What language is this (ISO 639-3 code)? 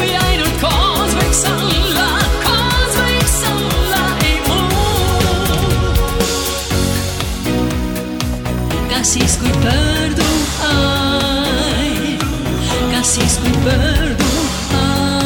est